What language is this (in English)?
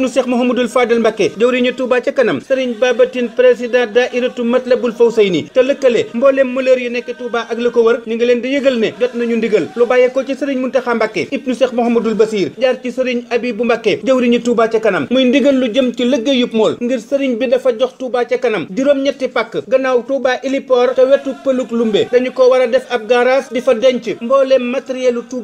Wolof